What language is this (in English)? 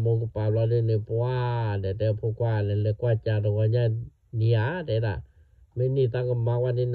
S'gaw Karen